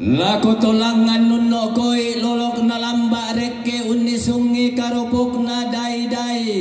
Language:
Toraja-Sa'dan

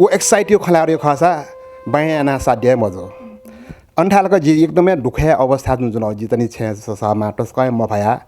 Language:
Newari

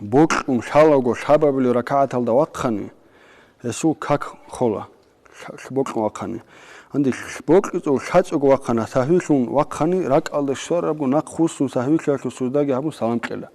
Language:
Avaric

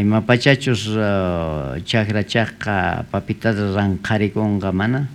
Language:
South Bolivian Quechua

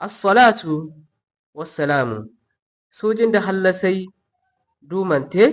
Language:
Zarma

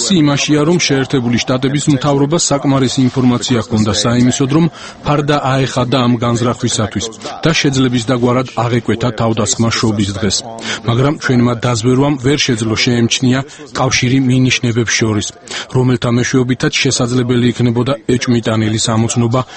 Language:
Georgian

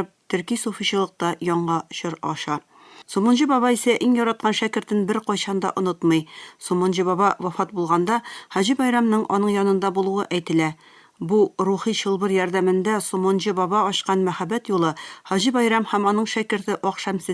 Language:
Tatar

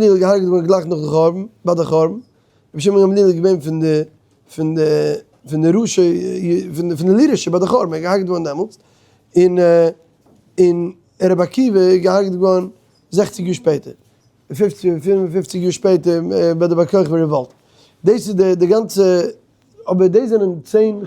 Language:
Yiddish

